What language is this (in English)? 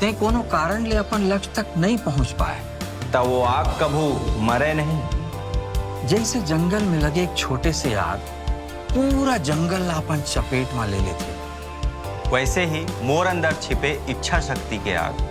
Chhattisgarhi